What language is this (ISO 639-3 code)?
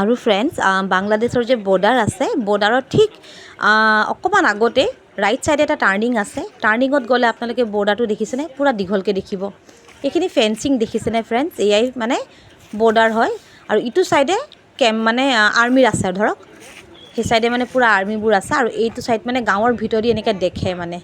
asm